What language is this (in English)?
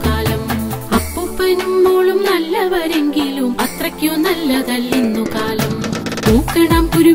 Malayalam